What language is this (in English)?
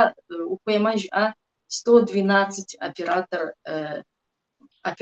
Kabardian